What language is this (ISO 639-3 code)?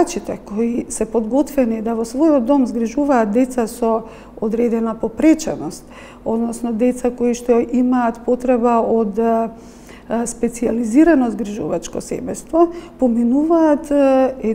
mkd